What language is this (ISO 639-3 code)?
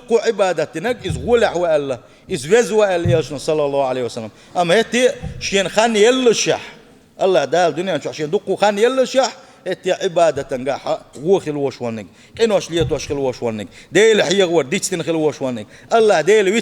che